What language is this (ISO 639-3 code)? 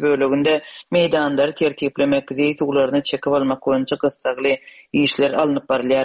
tuk